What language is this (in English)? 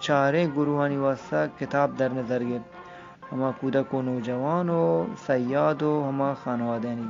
Eastern Balochi